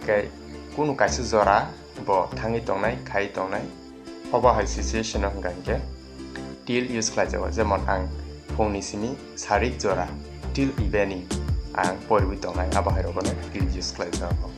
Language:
Kok Borok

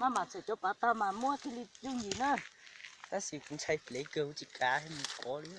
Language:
Hmong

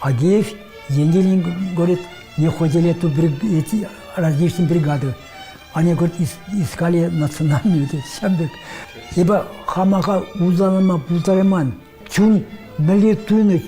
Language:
Chuvash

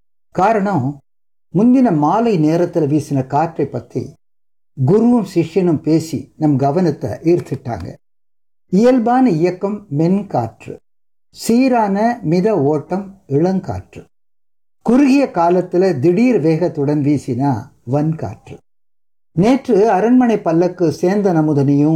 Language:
Tamil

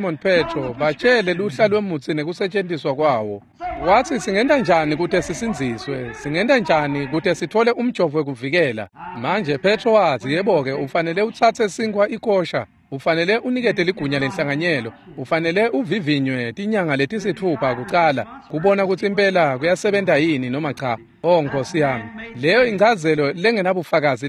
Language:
Swati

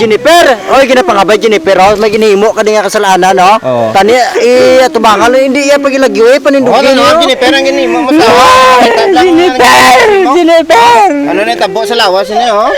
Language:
Hiligaynon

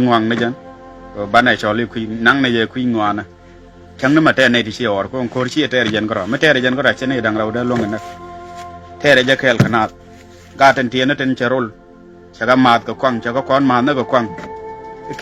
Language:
Nuer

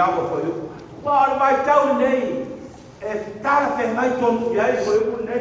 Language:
Samoan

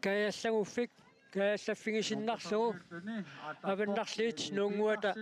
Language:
Kalaallisut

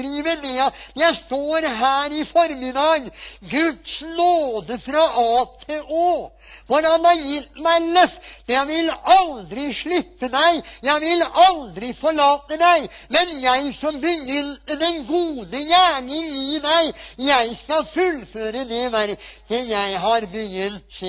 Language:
Norwegian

